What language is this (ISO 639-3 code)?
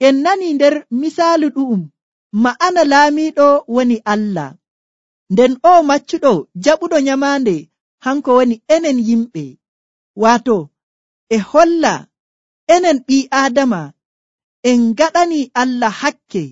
fuv